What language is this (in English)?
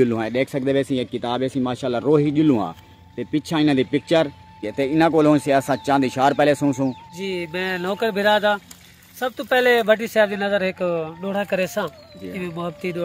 Saraiki